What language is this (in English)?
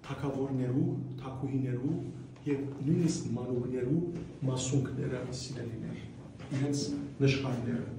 Western Armenian